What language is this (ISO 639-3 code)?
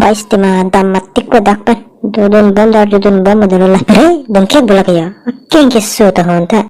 mjw